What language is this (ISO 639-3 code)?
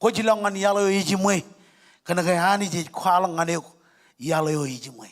mah